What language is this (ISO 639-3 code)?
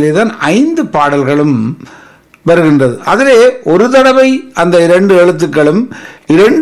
tam